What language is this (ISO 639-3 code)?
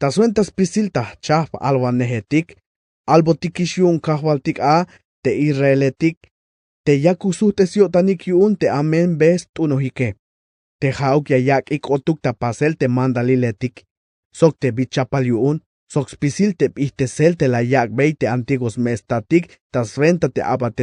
tzh